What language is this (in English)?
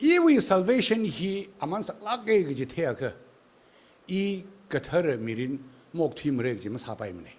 Tangkhul Naga (India)